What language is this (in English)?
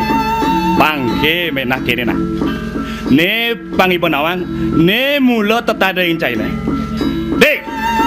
Balinese